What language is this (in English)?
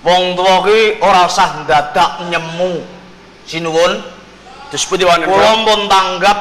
Javanese